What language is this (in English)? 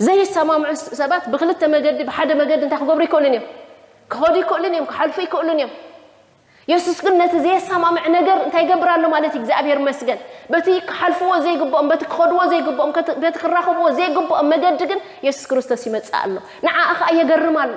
Tigrinya